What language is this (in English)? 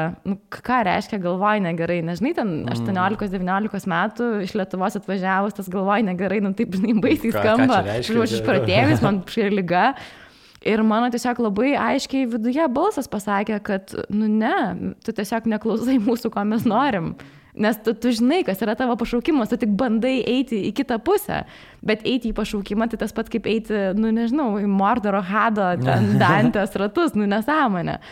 Lithuanian